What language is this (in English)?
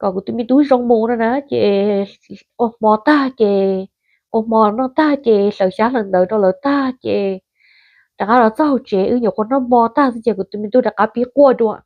Hmong